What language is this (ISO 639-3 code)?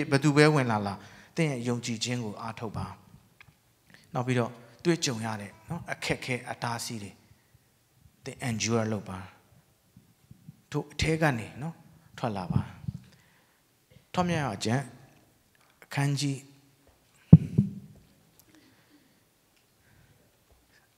mya